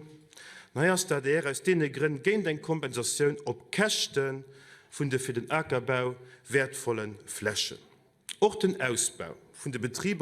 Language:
Luxembourgish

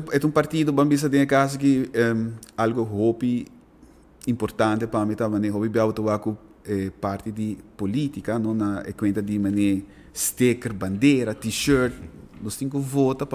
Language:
Papiamento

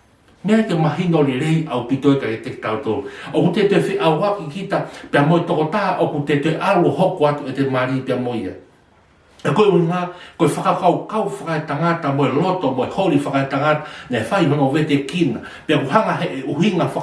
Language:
Tongan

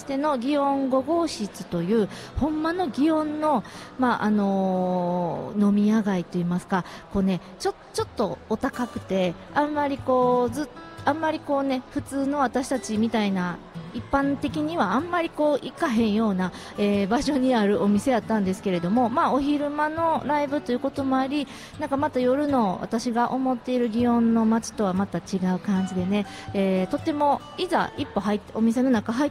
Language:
Japanese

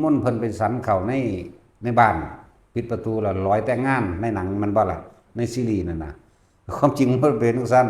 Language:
Lao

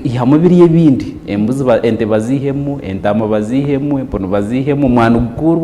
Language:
Nyankole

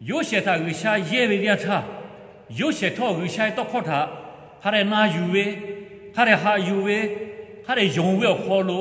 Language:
Lahu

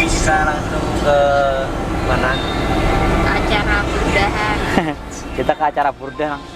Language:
Banjar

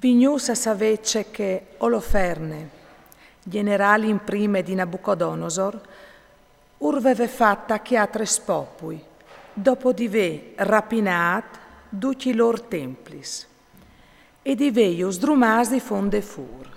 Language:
Friulian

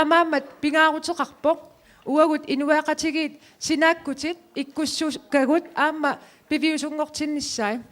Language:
Kalaallisut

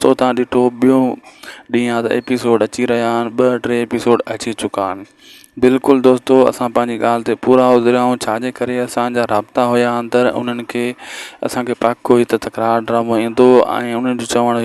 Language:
Sindhi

